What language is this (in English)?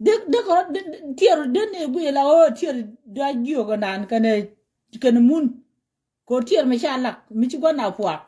Nuer